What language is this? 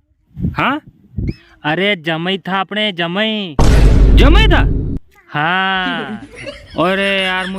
Rajasthani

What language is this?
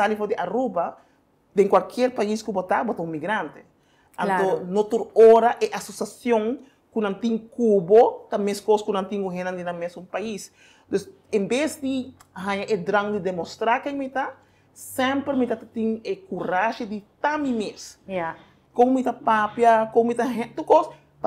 Papiamento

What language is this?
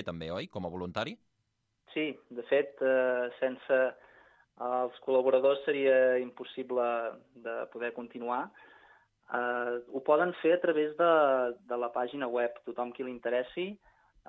Catalan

